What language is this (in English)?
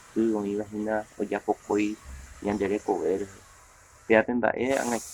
Guarani